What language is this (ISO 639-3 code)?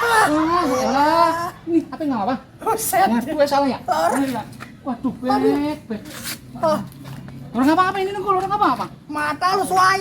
bew